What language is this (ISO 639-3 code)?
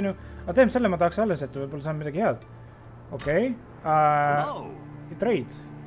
est